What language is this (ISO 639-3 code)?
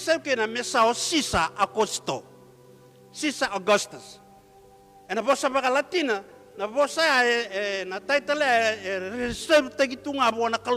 fij